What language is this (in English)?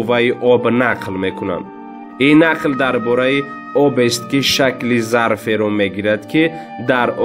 Tajik